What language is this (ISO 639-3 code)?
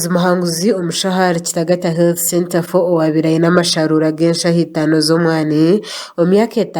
nyn